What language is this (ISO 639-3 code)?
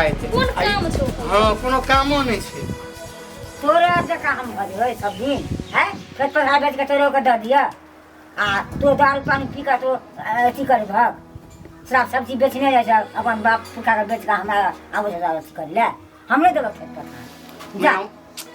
mai